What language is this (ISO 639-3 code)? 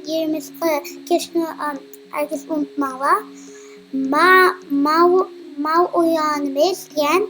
uig